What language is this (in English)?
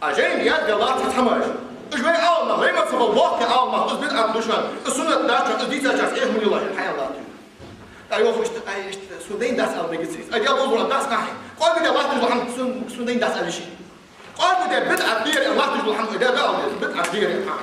Ingush